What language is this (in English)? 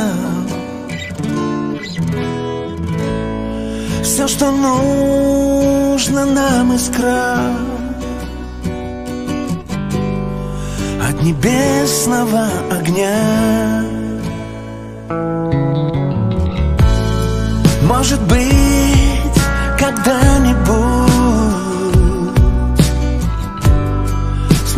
Russian